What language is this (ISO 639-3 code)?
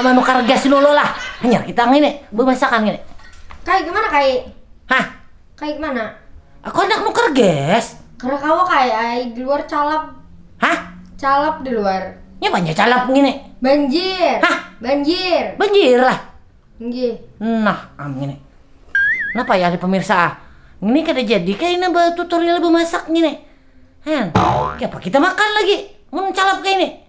bjn